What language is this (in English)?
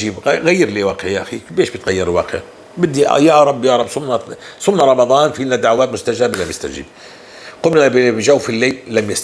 North Levantine Arabic